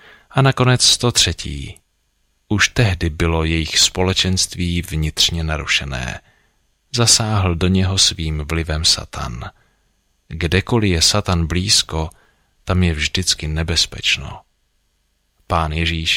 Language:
Czech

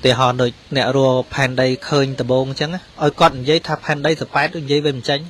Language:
Khmer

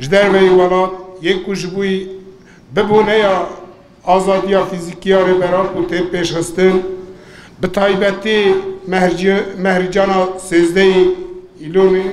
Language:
Kurdish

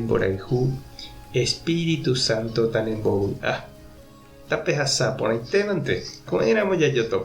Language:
Guarani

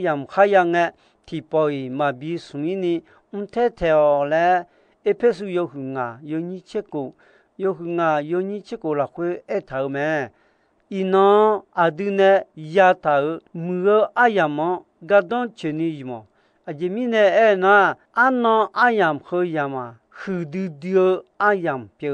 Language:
Akha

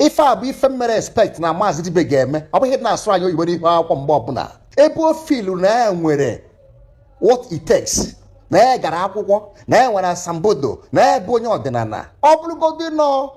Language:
Igbo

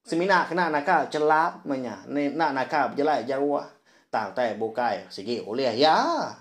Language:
Iban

